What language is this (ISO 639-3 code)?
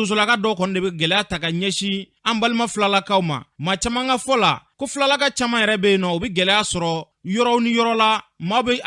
bam